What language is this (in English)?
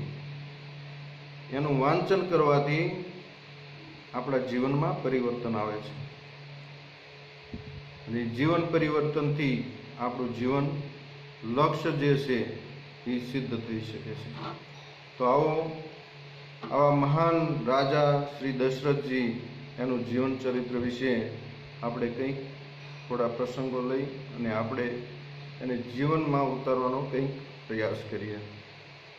Gujarati